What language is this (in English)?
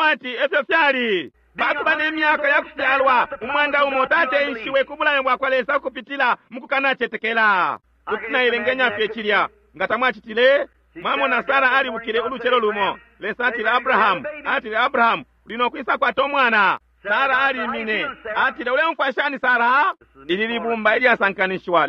Bemba